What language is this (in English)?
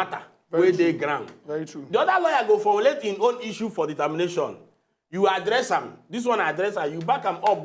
Nigerian Pidgin